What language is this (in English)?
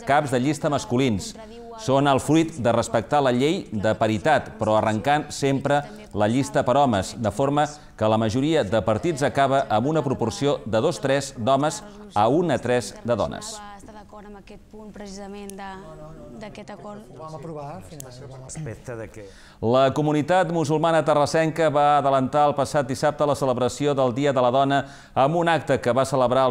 Catalan